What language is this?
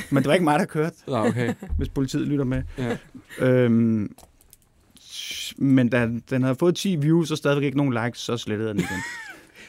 Danish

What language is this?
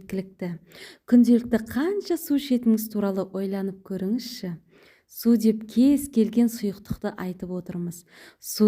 Kazakh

